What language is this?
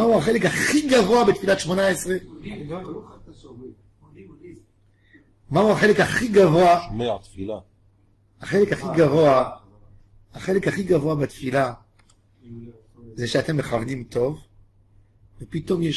Hebrew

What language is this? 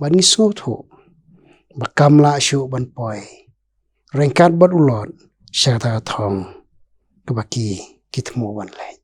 Khasi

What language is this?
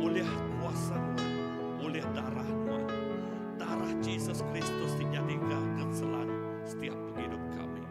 Iban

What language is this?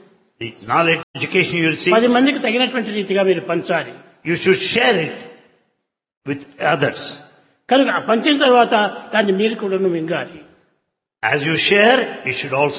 Telugu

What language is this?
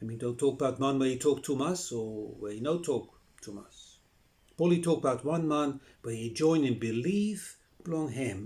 Bislama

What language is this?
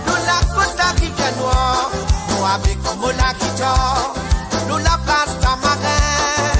Morisyen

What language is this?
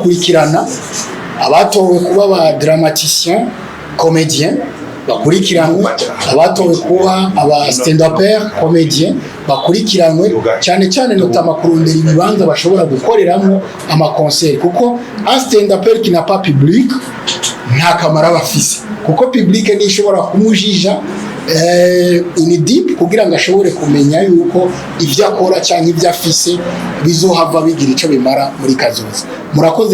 Rundi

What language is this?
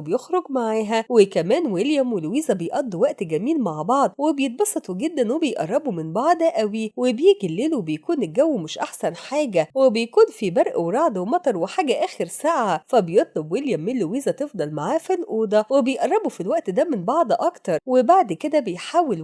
Egyptian Arabic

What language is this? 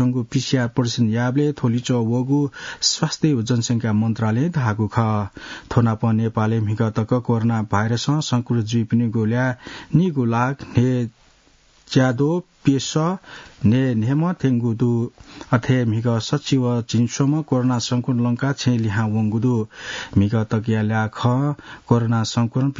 Newari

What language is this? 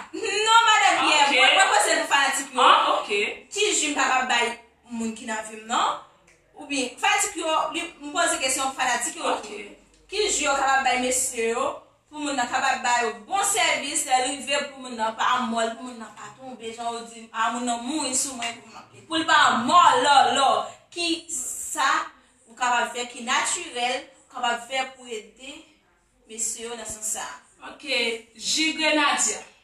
Haitian Creole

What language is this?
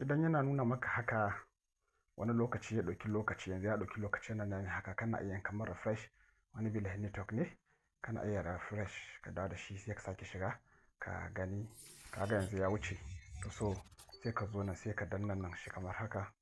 Hausa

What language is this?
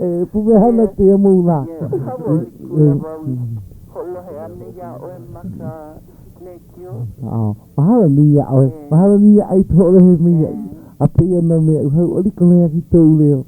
Hawaiian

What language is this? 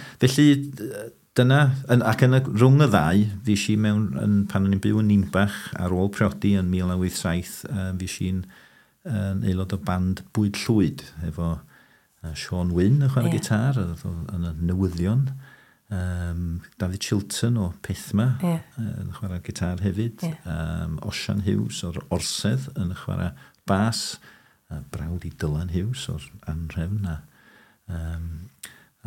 Welsh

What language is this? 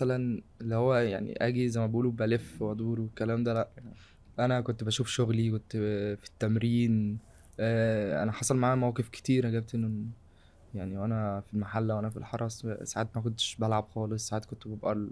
Egyptian Arabic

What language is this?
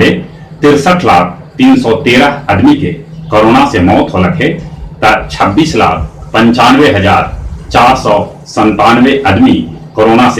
Magahi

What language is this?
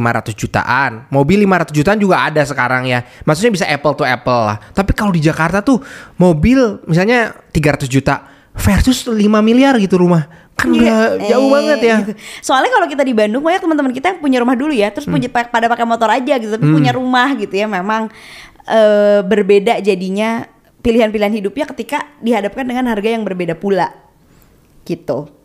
Indonesian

